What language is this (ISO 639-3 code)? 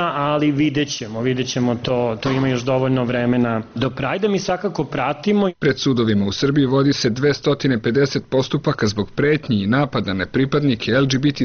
srp